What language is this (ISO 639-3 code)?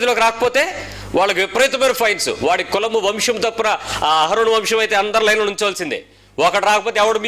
tel